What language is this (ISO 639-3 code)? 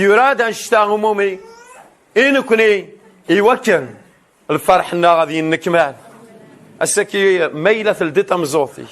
kab